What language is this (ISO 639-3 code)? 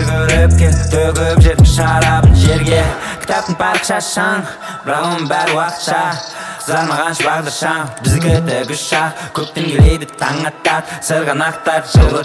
kaz